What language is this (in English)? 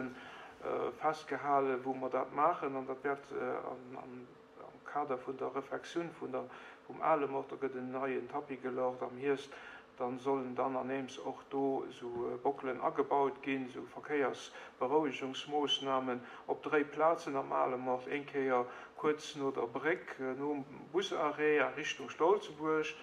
Luxembourgish